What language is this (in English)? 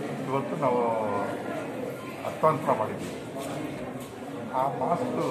Kannada